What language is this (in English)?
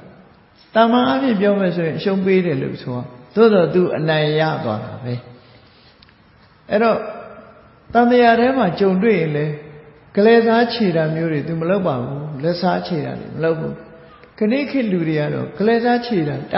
Burmese